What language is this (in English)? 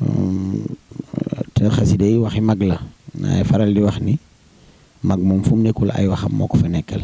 Wolof